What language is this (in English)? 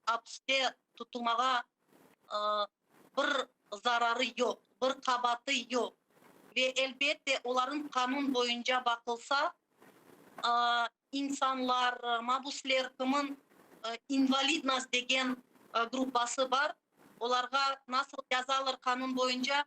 Crimean Tatar